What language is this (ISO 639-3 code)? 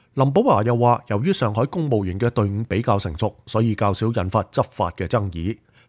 yue